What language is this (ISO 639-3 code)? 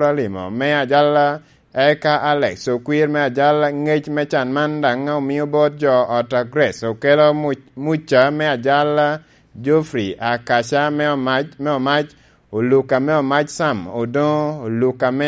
laj